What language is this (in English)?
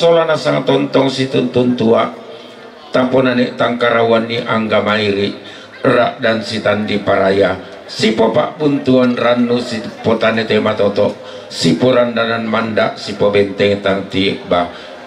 Toraja-Sa'dan